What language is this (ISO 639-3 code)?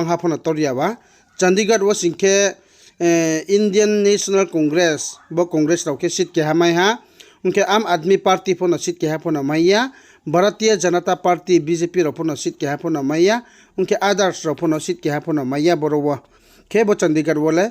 ria